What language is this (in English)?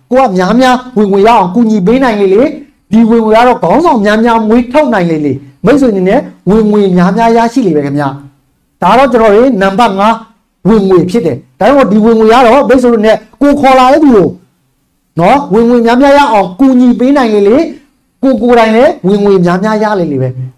Burmese